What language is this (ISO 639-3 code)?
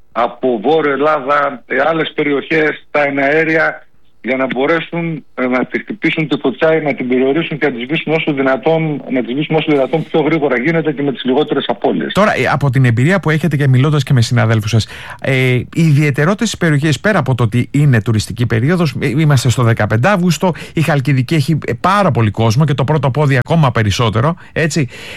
ell